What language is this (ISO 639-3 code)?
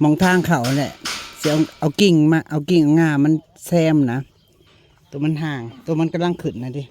tts